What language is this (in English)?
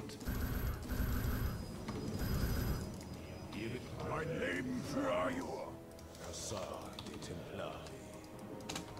German